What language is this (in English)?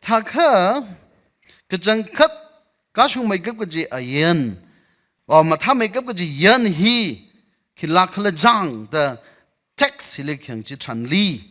Tangkhul Naga (India)